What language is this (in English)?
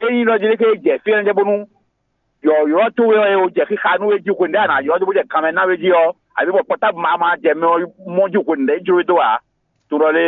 Fon